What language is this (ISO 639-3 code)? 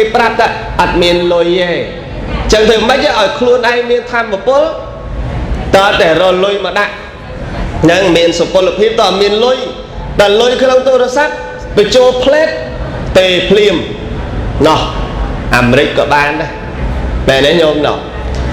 khm